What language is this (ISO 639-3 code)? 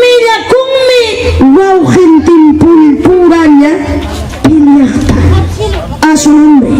quy